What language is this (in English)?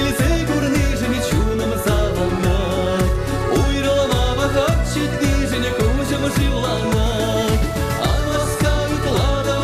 Chuvash